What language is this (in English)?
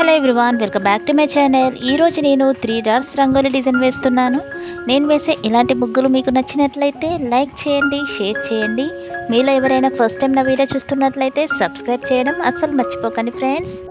Telugu